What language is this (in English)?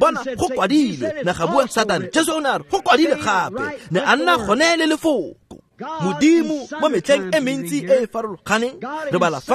Tswana